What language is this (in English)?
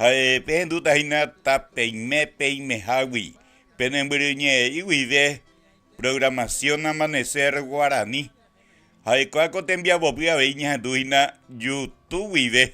Guarani